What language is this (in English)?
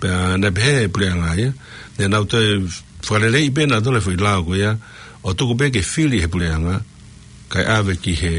Tongan